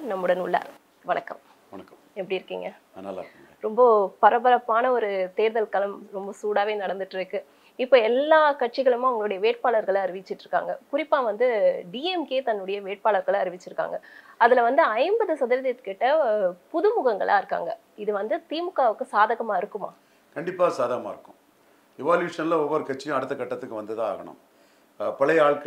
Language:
Tamil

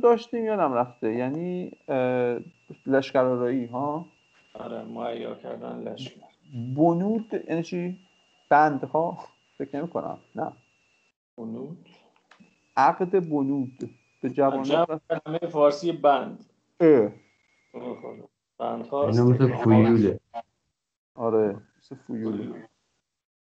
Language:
Persian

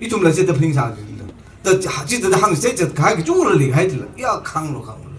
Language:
Tangkhul Naga (India)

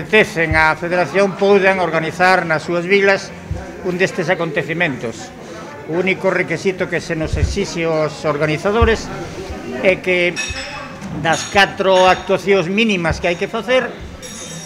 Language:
Galician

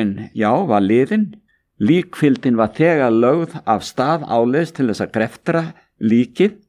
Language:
Icelandic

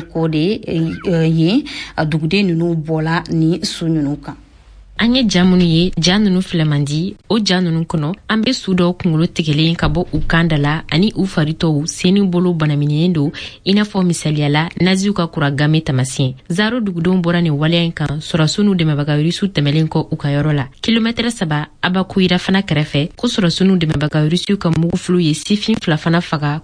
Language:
Bambara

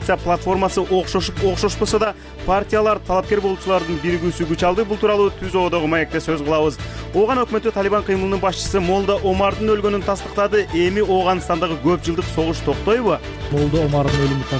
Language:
Kyrgyz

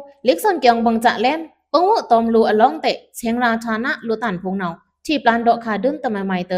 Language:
Pa'o Karen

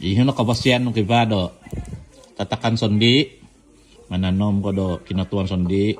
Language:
Central Dusun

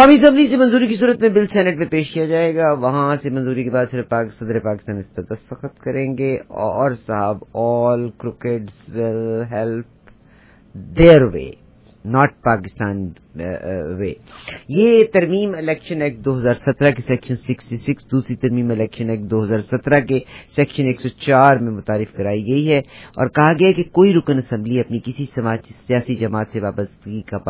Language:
Urdu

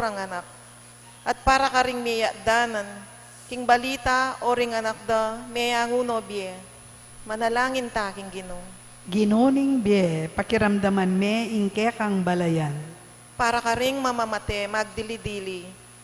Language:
Pampanga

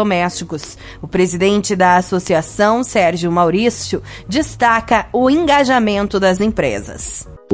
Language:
Portuguese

